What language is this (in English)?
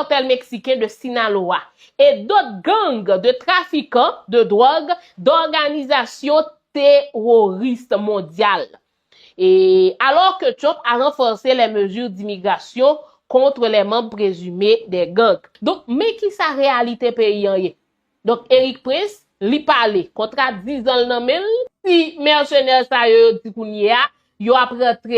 Haitian Creole